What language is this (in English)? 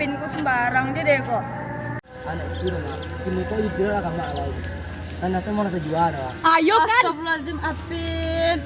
Minangkabau